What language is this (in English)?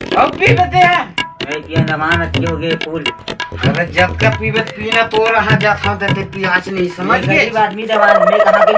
Chhattisgarhi